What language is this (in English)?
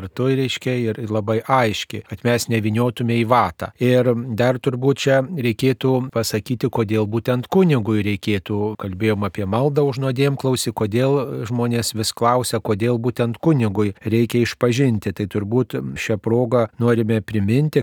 Lithuanian